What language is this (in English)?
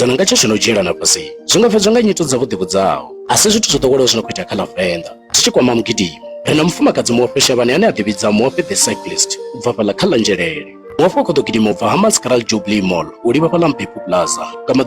Venda